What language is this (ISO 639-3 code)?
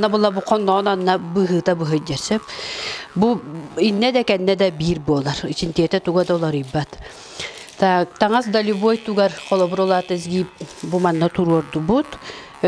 sah